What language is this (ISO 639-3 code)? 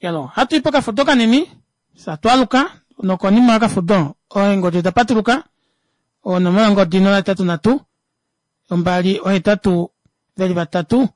kua